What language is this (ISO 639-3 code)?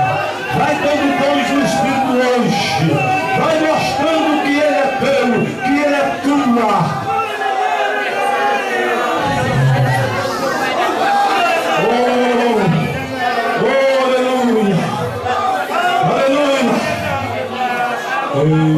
por